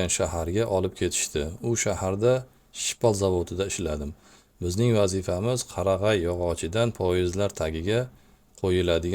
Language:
Uzbek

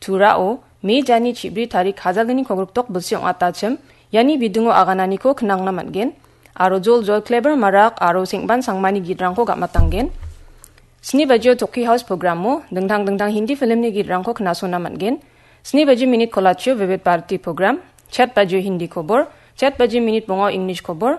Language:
Garo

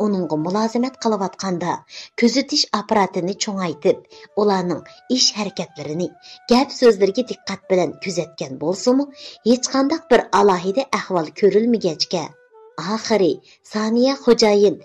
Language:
Uyghur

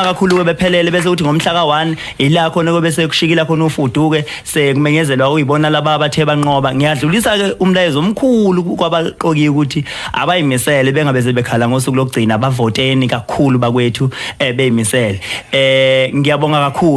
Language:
Zulu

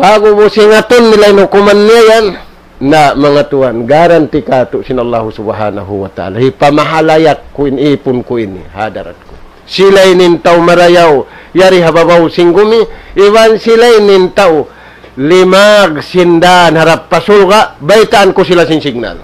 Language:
Tausug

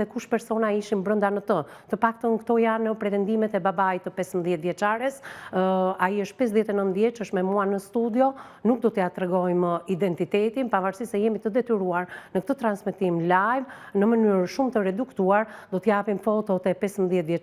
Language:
Albanian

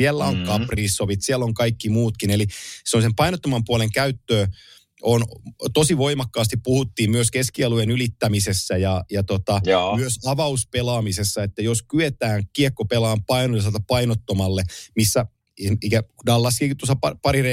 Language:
Finnish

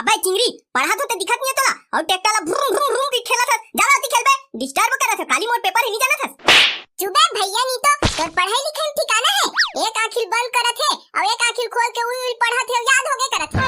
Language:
Chhattisgarhi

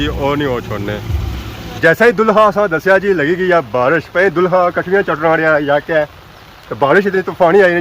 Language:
Pahari-Potwari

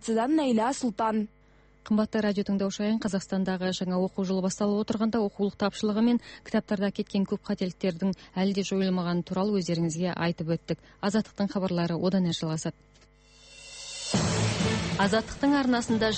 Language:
Kazakh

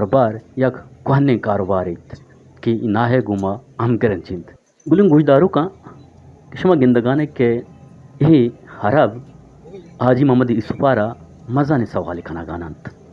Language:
Eastern Balochi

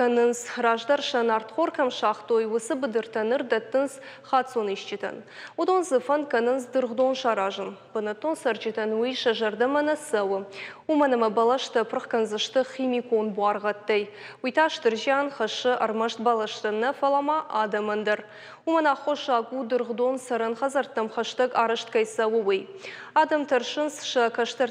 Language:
Ossetic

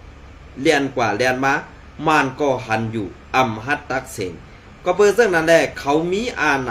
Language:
Shan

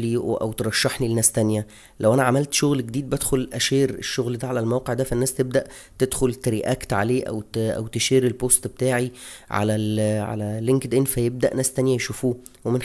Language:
Egyptian Arabic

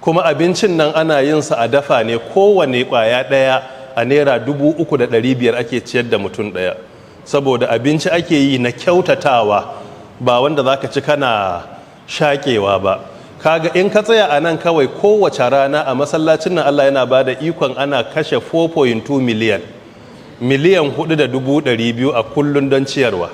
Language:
Hausa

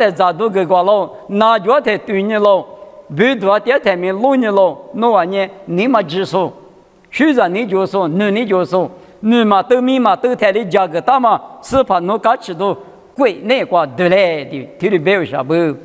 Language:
Lisu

